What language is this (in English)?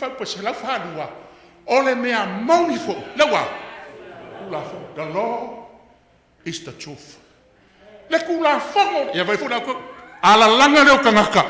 Samoan